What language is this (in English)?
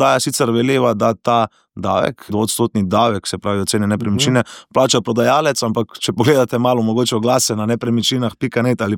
Slovenian